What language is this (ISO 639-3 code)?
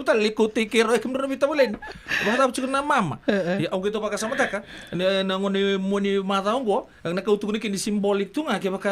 fij